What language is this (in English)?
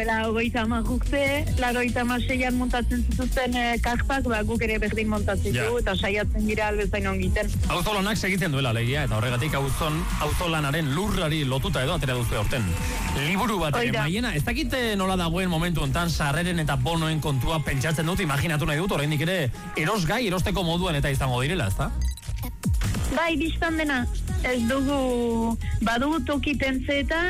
Basque